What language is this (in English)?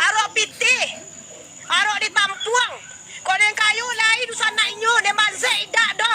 Minangkabau